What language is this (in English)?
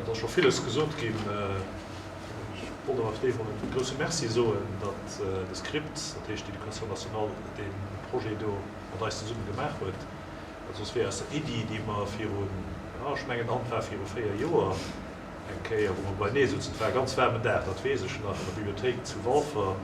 Luxembourgish